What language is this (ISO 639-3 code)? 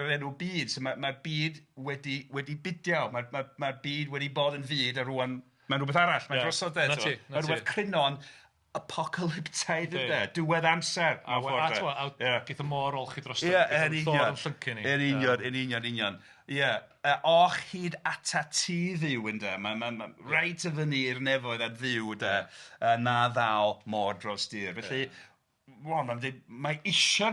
cym